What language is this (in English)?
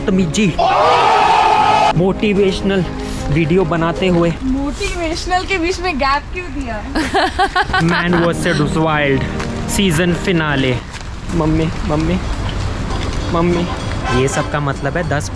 Hindi